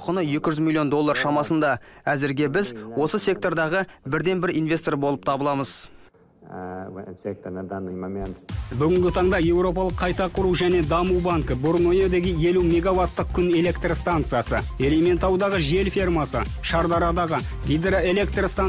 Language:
Kazakh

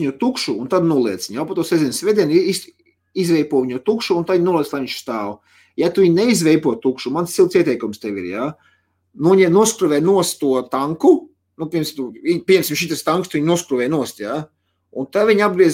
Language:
Latvian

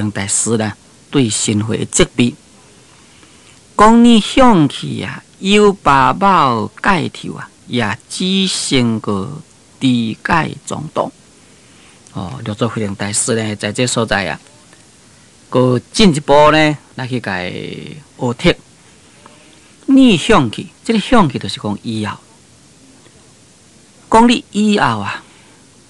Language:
Min Nan Chinese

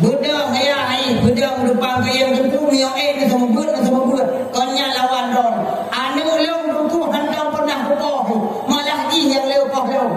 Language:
Achinese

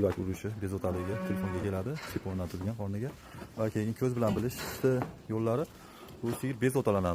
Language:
Uzbek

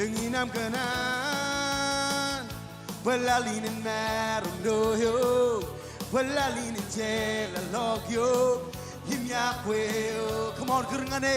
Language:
Marshallese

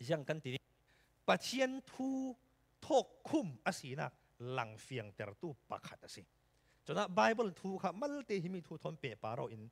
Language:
Falam Chin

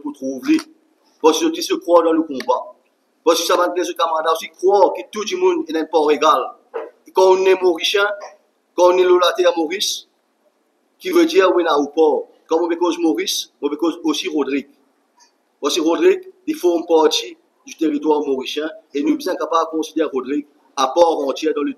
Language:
Morisyen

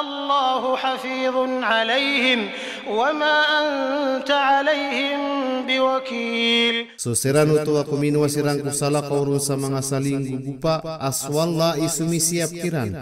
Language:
Maranao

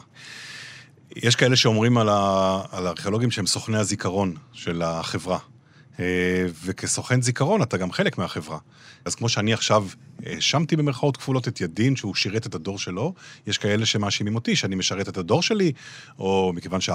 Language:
Hebrew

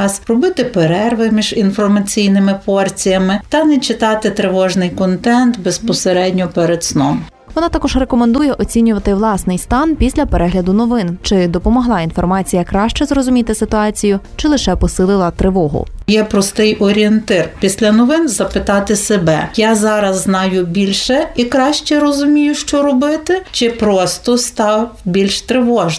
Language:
Ukrainian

